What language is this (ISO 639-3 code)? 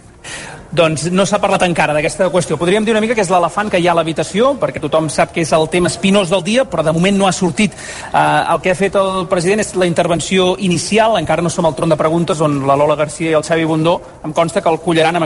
cat